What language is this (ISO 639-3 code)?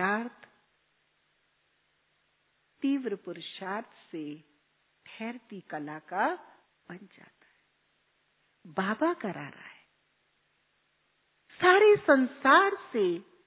hin